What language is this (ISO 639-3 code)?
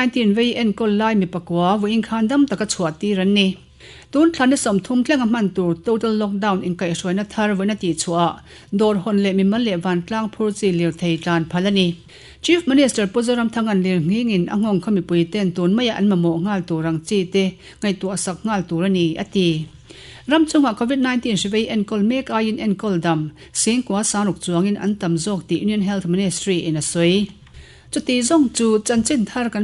lus